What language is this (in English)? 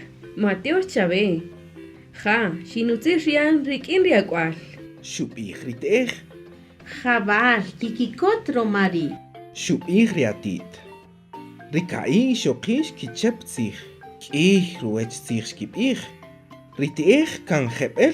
Kaqchikel